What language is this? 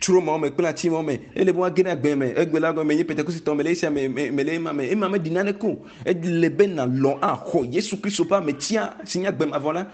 Ewe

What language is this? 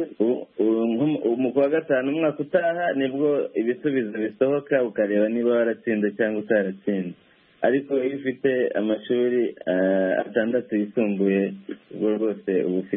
Kinyarwanda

